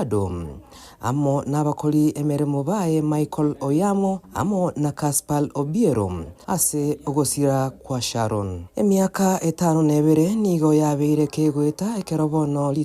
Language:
Gusii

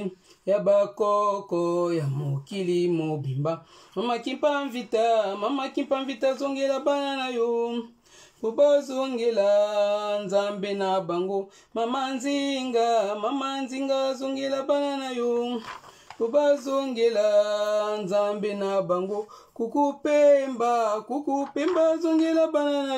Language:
Lingala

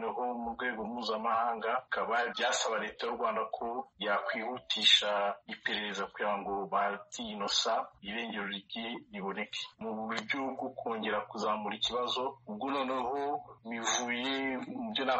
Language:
Kinyarwanda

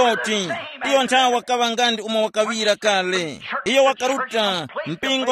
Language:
Tumbuka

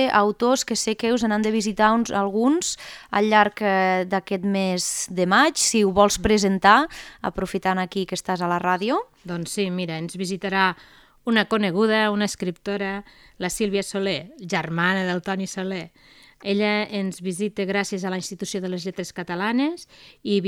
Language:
Catalan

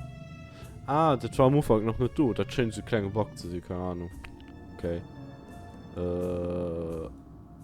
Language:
Luxembourgish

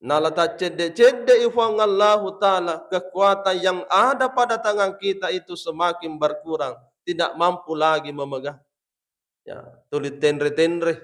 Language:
Buginese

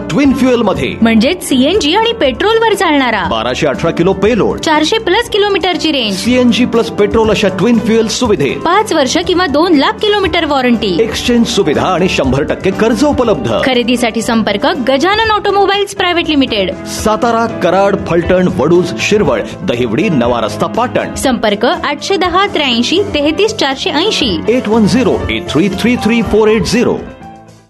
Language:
Marathi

